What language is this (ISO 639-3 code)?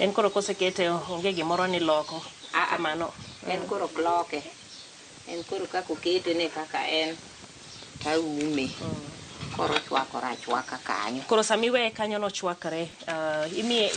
luo